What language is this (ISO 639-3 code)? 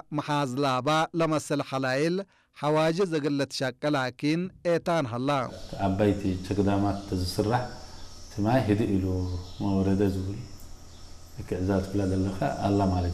tig